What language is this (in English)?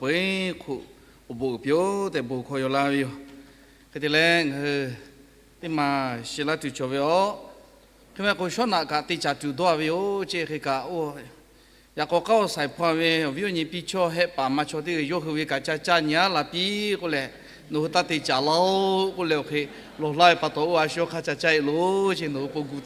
Lahu